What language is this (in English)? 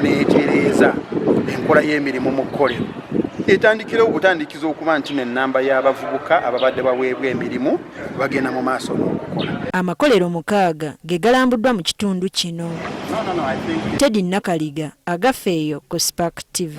Ganda